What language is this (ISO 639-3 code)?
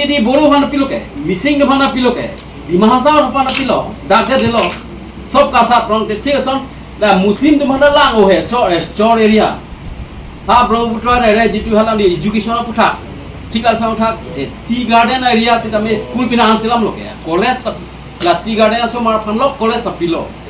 mjw